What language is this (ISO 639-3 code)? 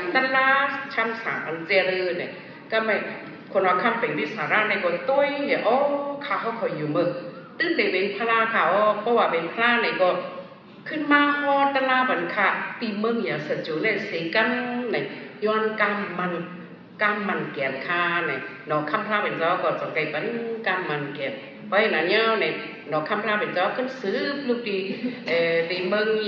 shn